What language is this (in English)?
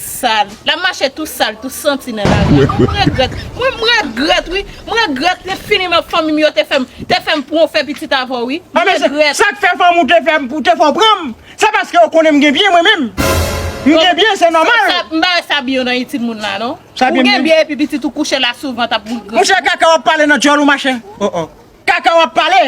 Haitian Creole